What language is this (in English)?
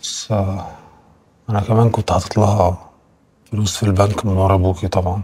Egyptian Arabic